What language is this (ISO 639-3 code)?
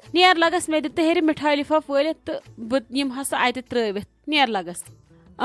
kas